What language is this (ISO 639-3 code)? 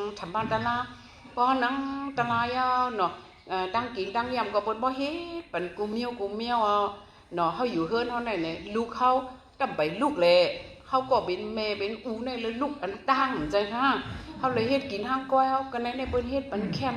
shn